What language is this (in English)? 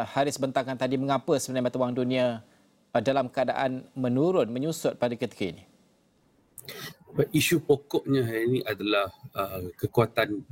Malay